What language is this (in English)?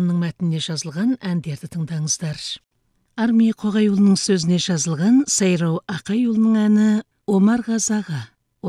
Kazakh